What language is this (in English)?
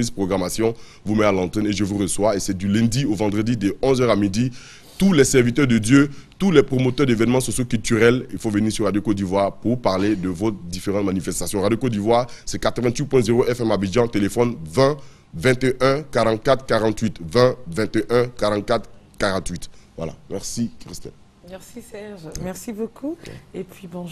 French